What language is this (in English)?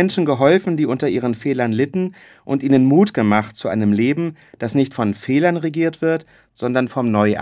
German